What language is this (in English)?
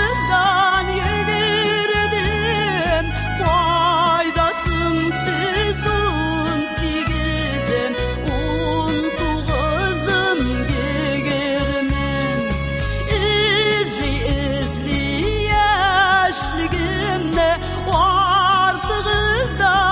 Tatar